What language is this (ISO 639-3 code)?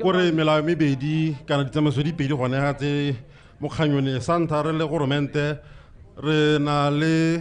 tsn